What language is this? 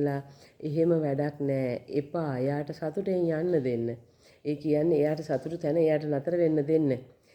Sinhala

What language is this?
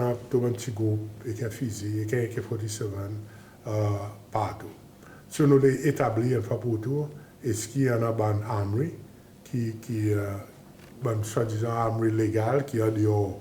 Seselwa Creole French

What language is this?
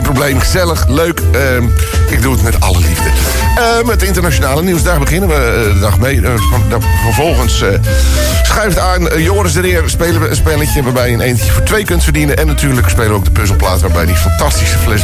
Dutch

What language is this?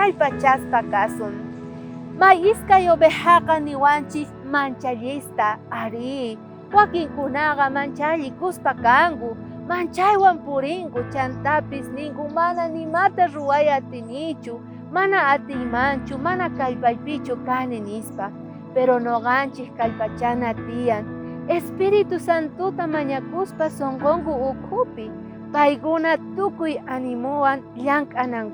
South Bolivian Quechua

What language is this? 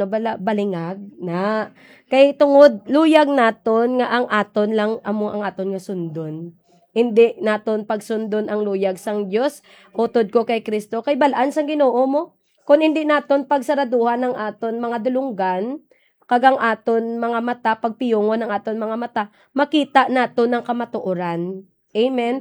Hiligaynon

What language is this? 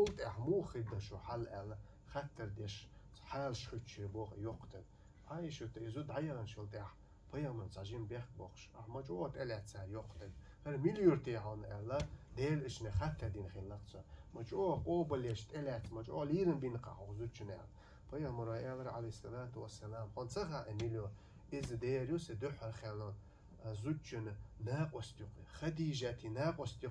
Chechen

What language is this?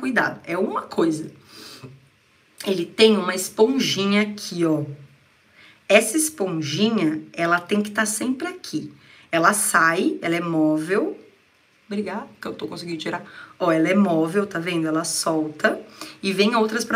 Portuguese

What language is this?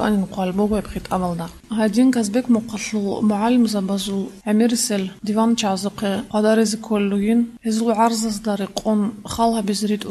Avaric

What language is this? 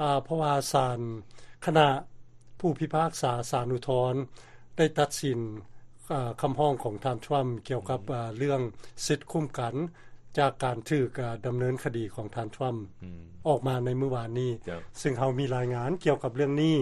Lao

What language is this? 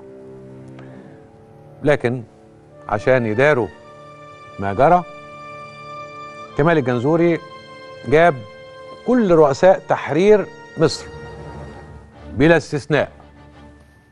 Egyptian Arabic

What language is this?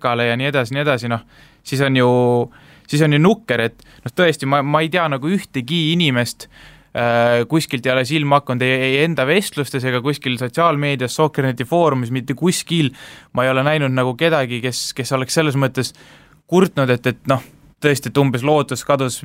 Estonian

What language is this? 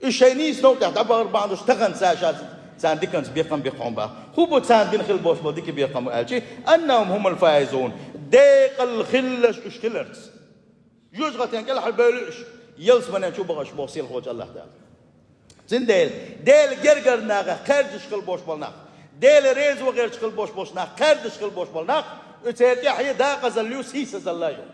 Chechen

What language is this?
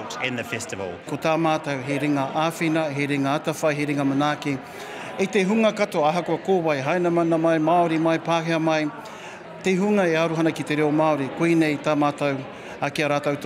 Māori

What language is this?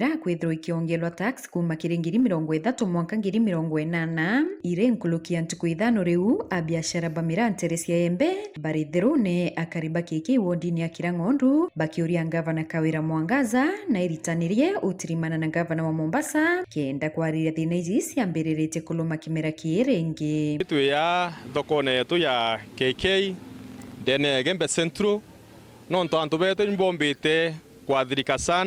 Meru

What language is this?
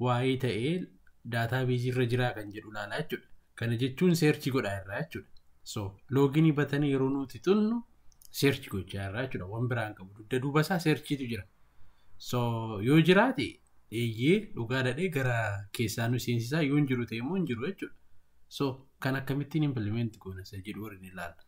Oromo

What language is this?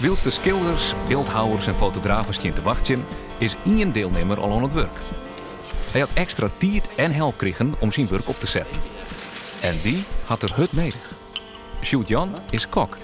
Western Frisian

